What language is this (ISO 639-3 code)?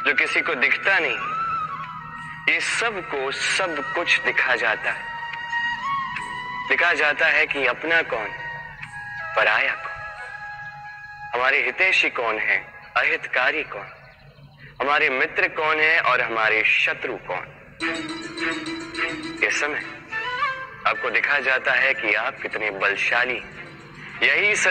hin